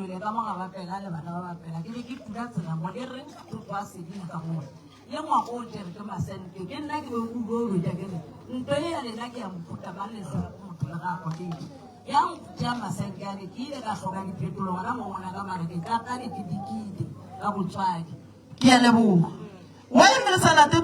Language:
Northern Sotho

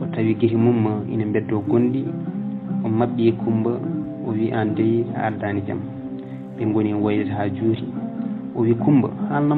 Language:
Fula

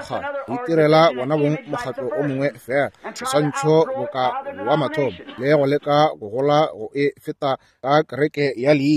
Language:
Northern Sotho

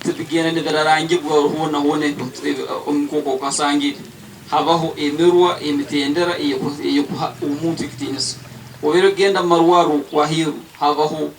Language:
Nyankole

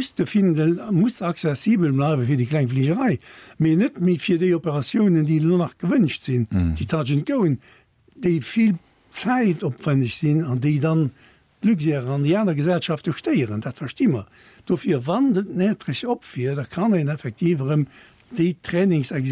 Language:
Luxembourgish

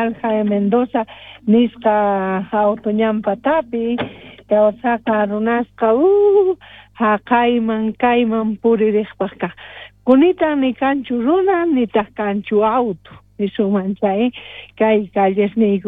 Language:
South Bolivian Quechua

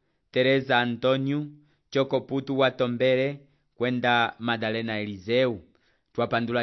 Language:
Umbundu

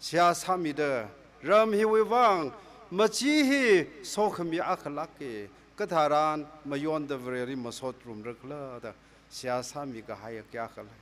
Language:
Tangkhul Naga (India)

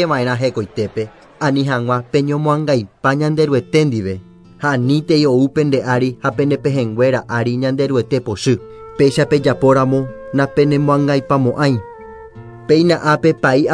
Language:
Guarani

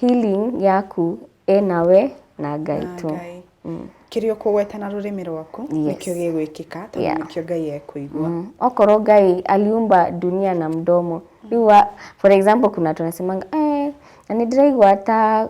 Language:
Kikuyu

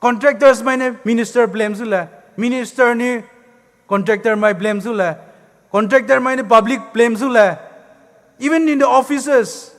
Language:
Poumei Naga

